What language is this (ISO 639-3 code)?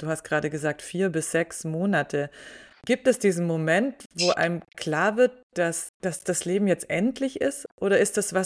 deu